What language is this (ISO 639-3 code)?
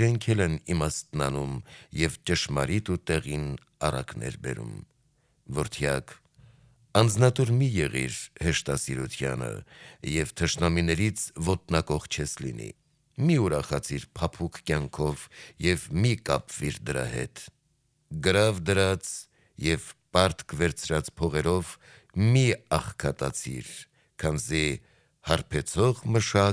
hye